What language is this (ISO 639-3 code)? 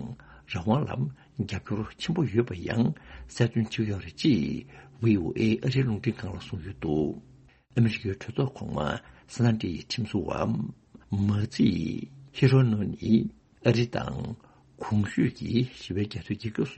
bod